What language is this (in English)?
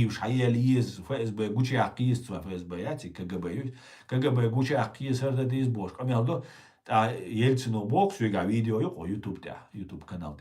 Chechen